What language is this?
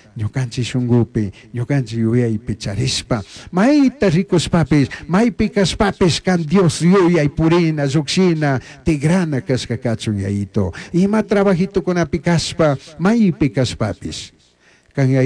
Chimborazo Highland Quichua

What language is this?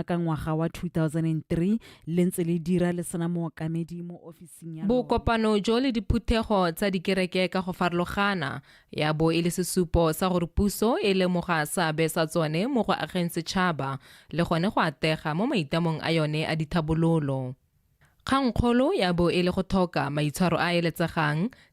Tswana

